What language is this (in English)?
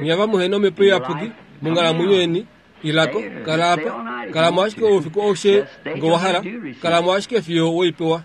Kuanyama